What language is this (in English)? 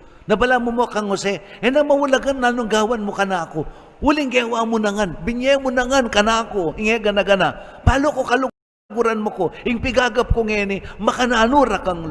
Pampanga